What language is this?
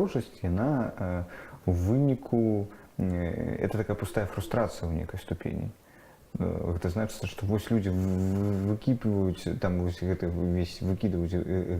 Belarusian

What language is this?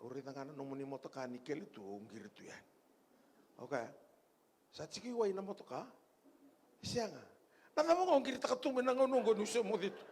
Fijian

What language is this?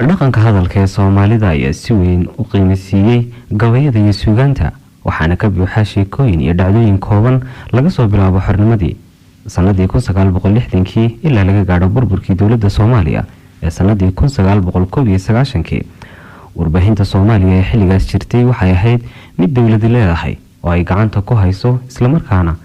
Somali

